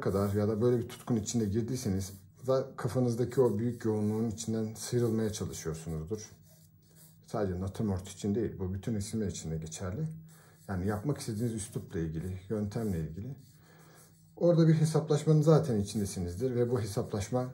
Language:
Turkish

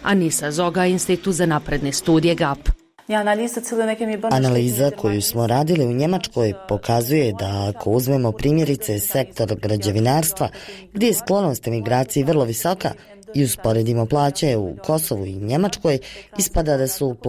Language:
Bosnian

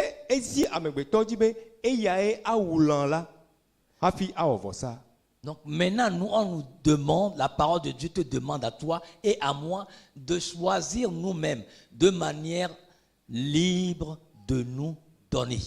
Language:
Ewe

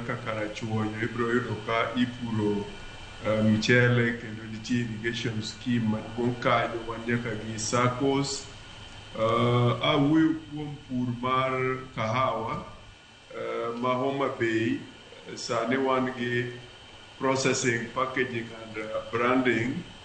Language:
Luo (Kenya and Tanzania)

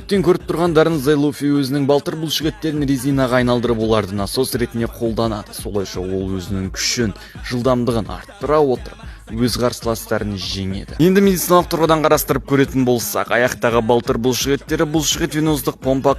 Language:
Kazakh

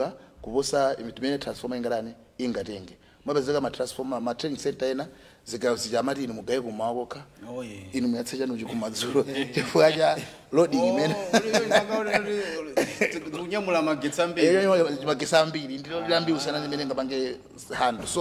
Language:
Nyanja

